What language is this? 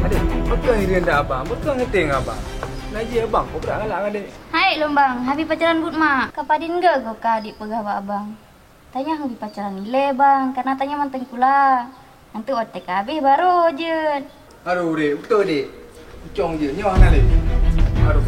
Achinese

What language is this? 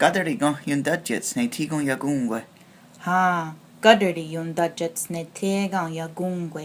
Mohawk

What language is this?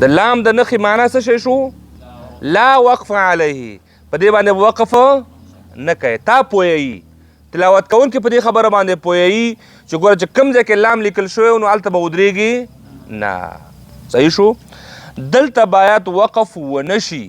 Pashto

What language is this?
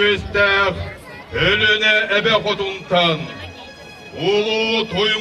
Yakut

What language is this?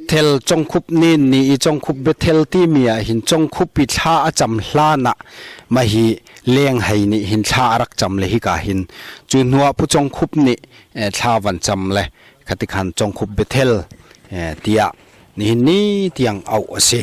Hakha Chin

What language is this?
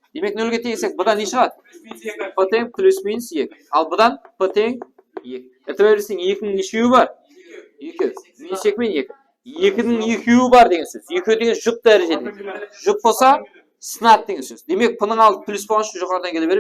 Kara-Kalpak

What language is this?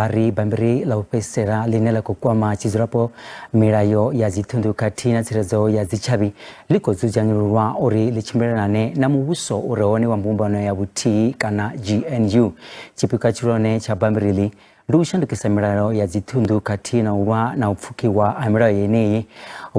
Venda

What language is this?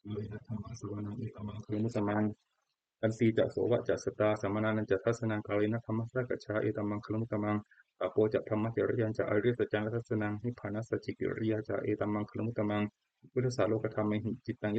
Pali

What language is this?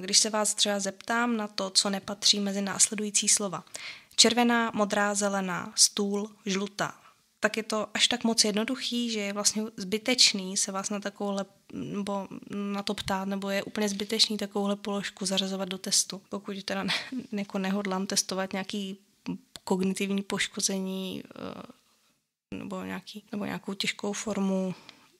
Czech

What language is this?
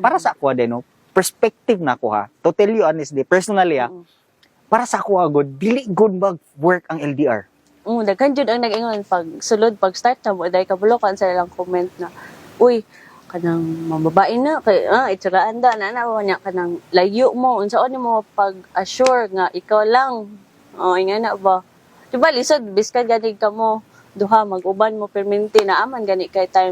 Cebuano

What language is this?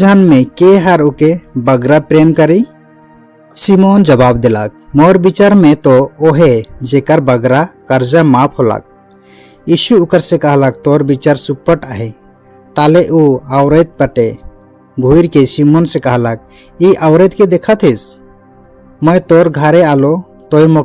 Sadri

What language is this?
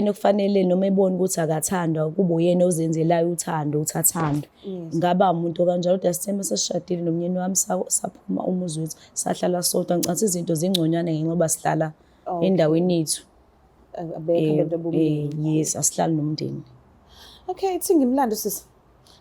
Zulu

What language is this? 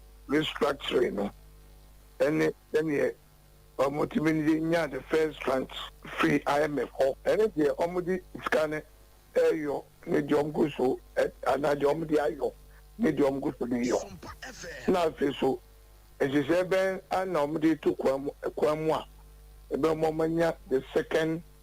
Akan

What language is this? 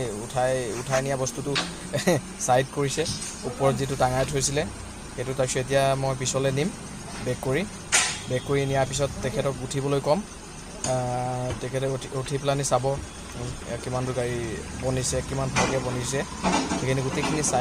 Assamese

